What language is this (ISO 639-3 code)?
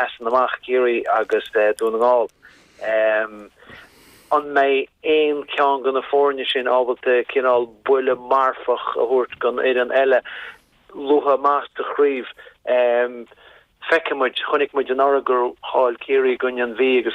gle